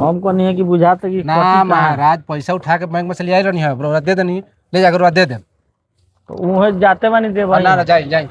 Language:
Bhojpuri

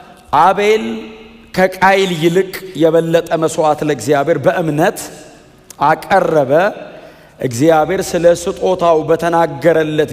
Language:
Amharic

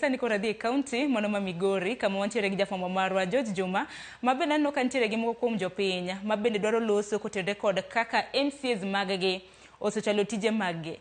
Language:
Luo (Kenya and Tanzania)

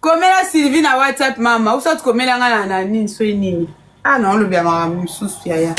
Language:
Lingala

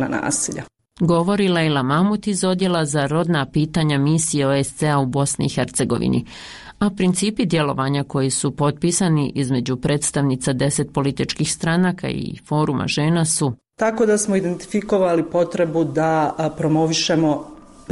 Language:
Bosnian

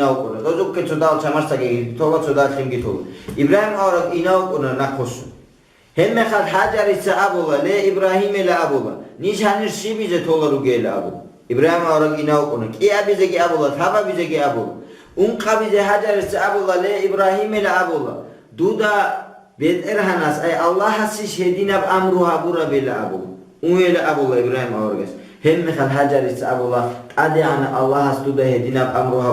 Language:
Avaric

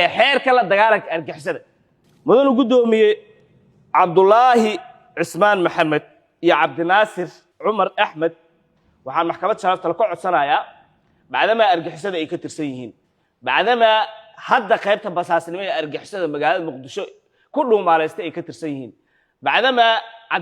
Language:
Somali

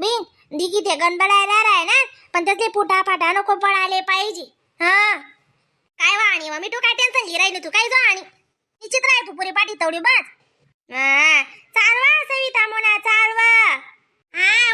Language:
Khandesi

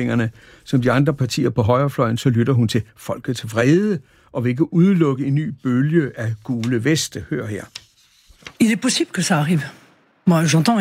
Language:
Danish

